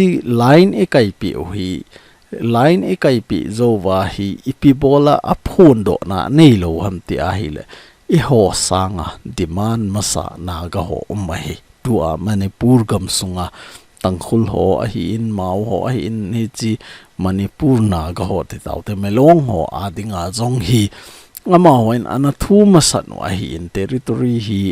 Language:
Thado Chin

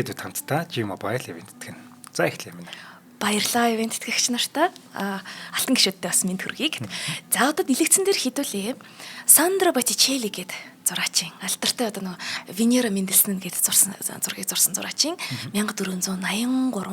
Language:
Mongolian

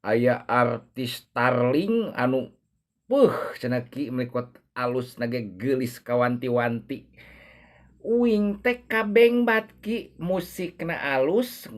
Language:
Sundanese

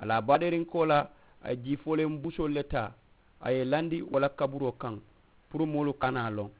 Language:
Mandingo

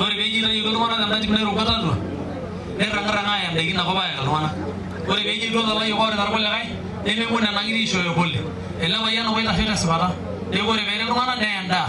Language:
Masai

